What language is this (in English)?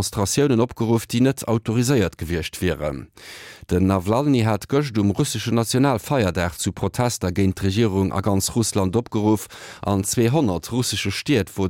Luxembourgish